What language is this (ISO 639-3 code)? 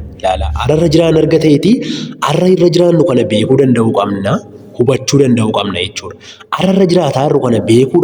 orm